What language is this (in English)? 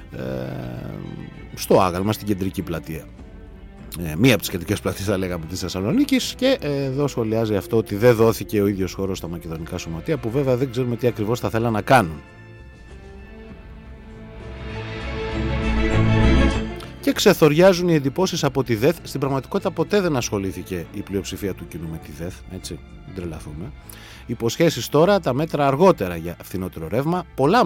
Greek